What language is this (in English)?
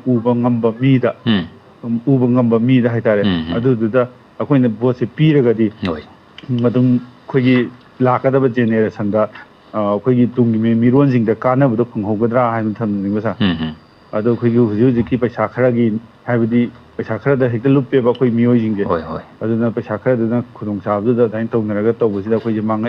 Manipuri